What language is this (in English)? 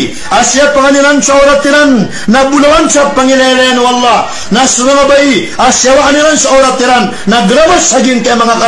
Maranao